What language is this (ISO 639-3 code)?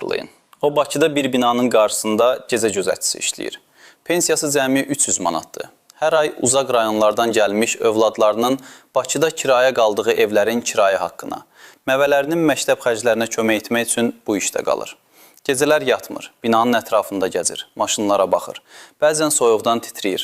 aze